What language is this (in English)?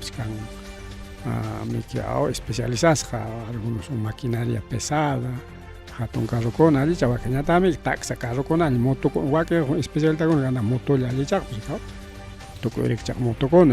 Ayacucho Quechua